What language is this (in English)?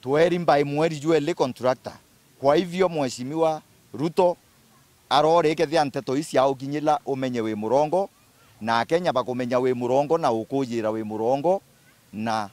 Meru